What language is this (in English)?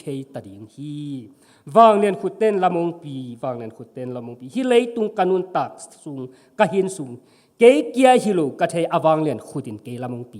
Tedim Chin